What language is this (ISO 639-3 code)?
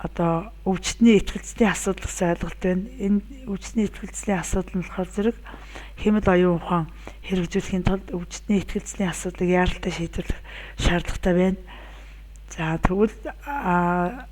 mon